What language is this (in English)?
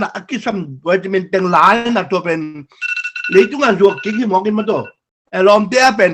Tedim Chin